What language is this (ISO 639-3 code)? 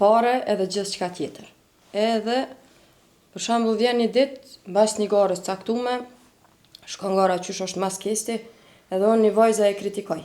sqi